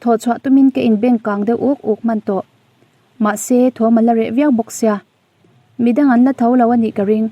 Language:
Mizo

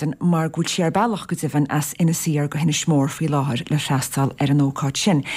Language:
Irish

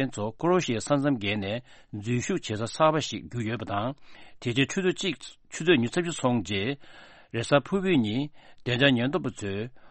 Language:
Tibetan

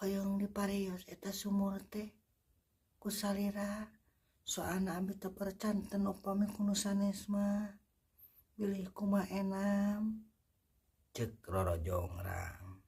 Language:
Sundanese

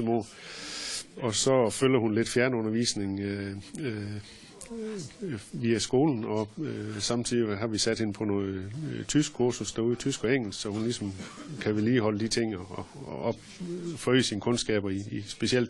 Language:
Danish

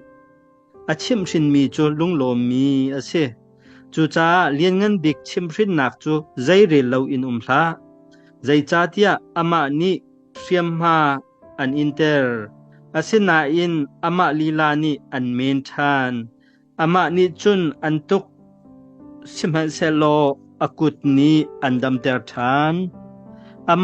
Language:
Hakha Chin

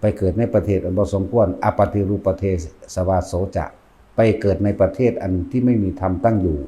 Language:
Northeastern Thai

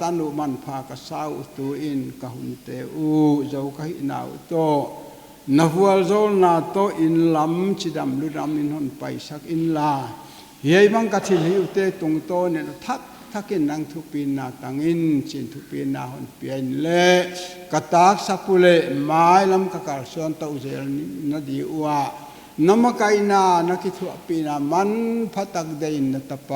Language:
Paite Chin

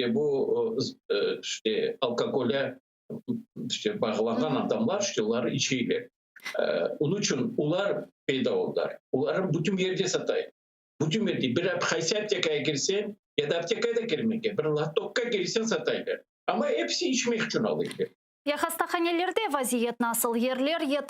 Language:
Crimean Tatar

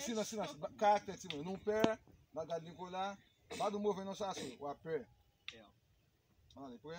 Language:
Haitian Creole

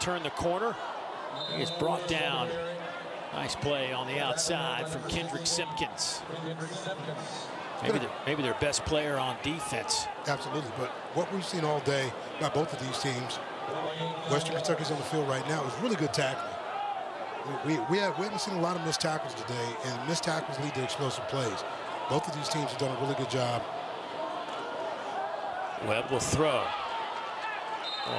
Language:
English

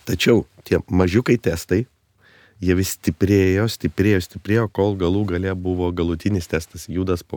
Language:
Lithuanian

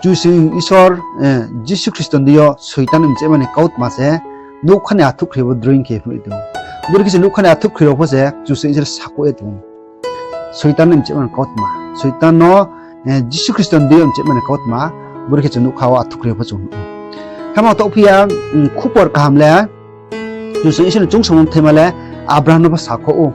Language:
Riang (India)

